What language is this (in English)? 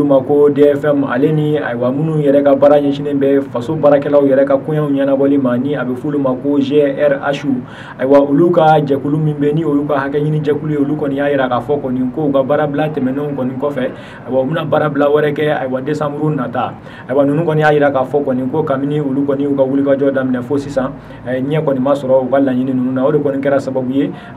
Bambara